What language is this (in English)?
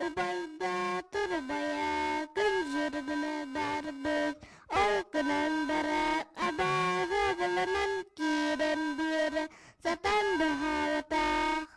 Yakut